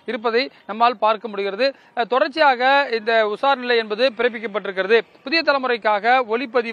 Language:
Tamil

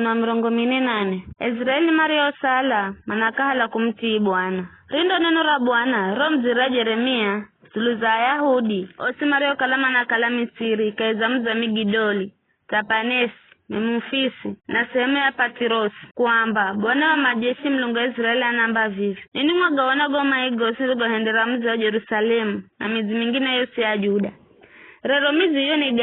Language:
Giryama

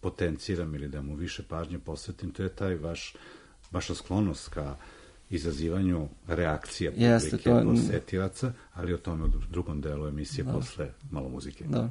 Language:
Serbian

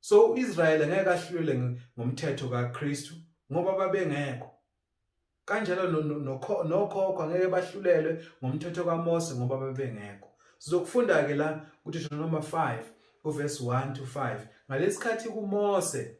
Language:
Zulu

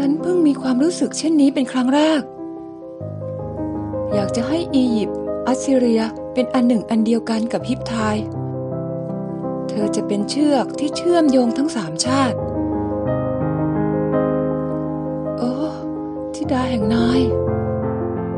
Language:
Thai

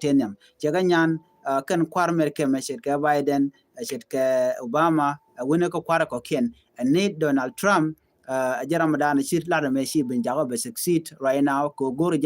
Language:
Nuer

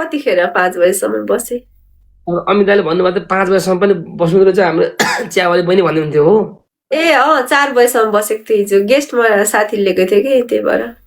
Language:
Nepali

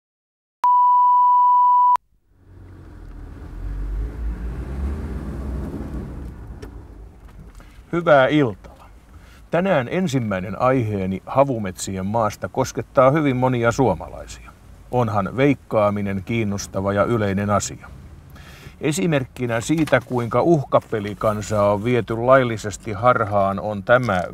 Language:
Finnish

